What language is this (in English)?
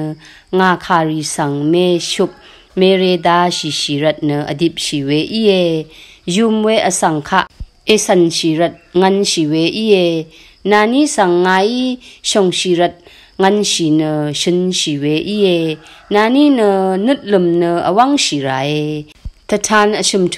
Rawang